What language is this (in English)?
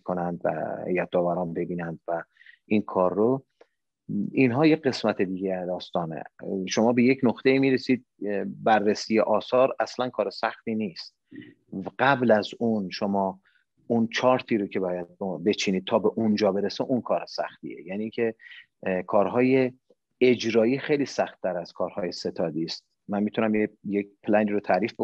Persian